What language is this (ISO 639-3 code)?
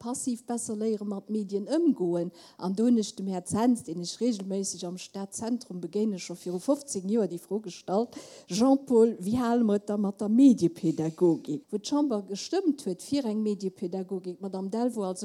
ltz